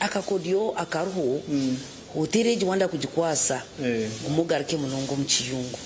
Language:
Nyankole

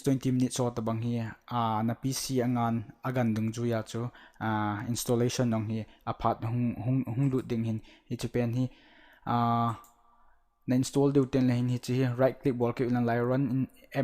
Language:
Thado Chin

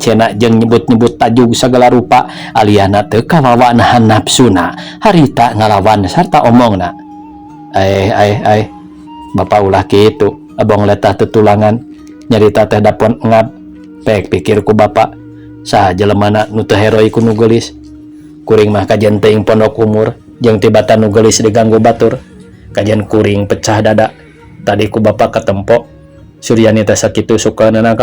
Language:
Sundanese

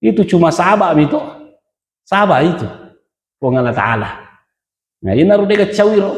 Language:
Buginese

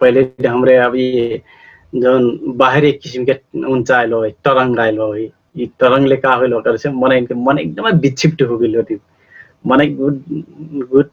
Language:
Dangaura Tharu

